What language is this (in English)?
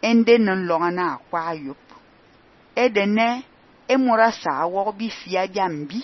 Fang